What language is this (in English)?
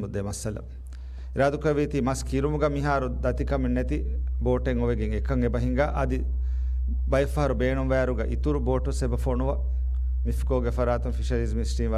Divehi